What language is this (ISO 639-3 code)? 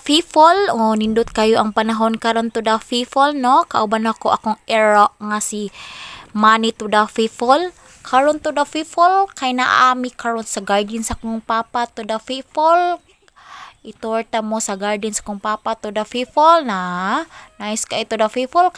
ceb